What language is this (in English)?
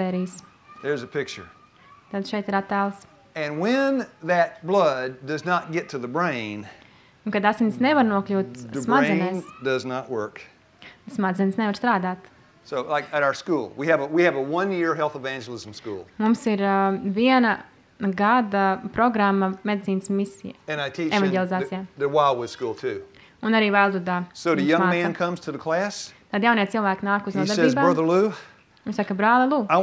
Latvian